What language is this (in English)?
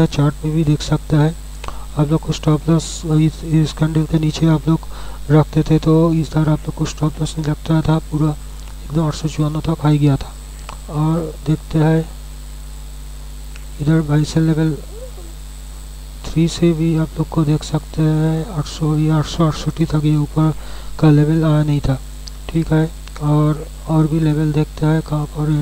Hindi